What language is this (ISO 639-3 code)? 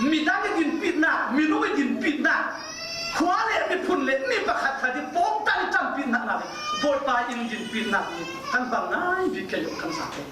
cfm